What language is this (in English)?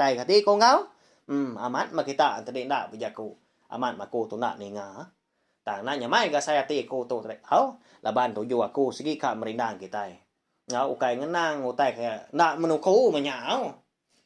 Iban